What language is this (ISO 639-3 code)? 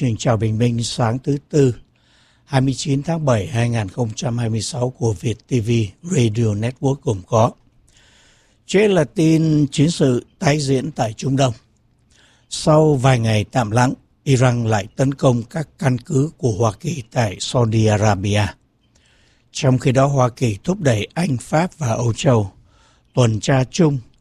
vie